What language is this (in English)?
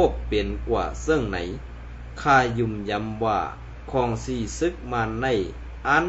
Shan